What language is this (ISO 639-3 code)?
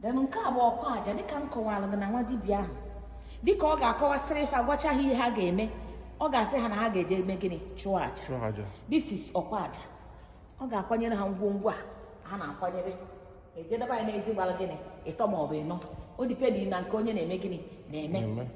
ibo